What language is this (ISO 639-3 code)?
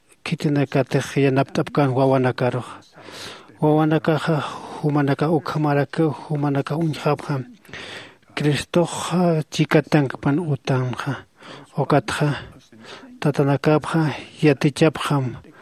aym